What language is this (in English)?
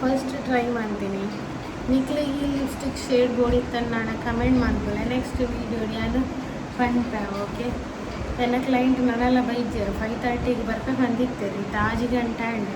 Tulu